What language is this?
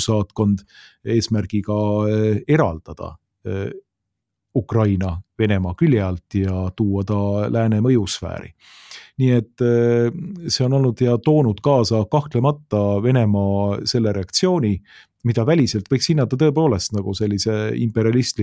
Estonian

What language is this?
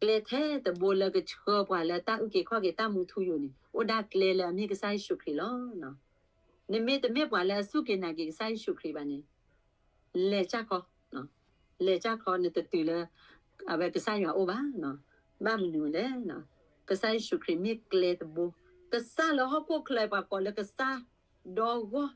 S'gaw Karen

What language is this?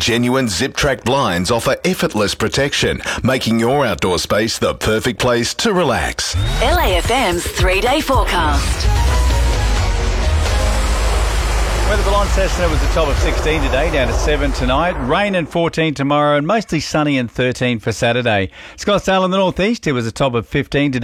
English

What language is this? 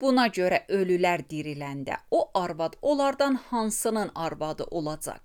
Azerbaijani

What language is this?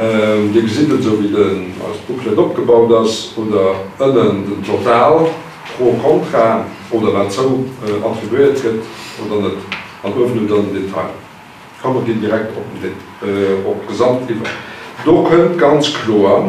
Luxembourgish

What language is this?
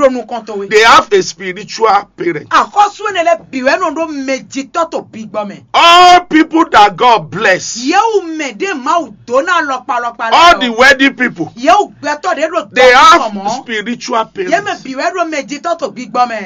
Fon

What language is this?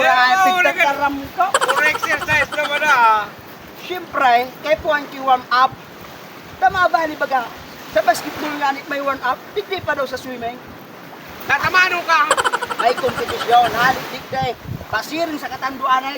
Bikol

